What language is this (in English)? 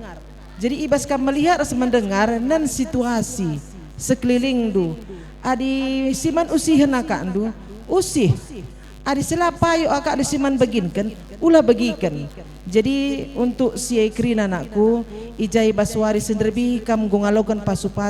Batak Karo